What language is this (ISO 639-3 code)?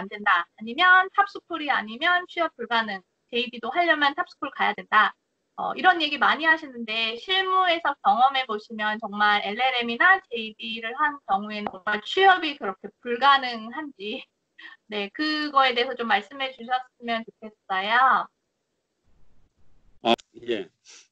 kor